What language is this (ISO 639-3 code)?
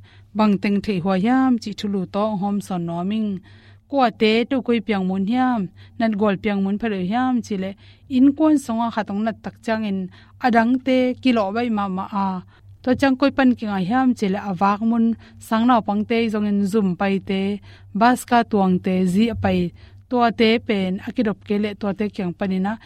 ctd